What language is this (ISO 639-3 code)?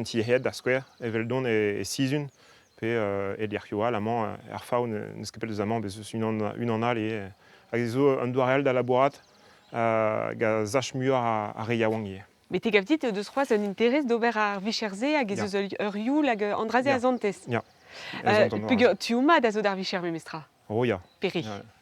bre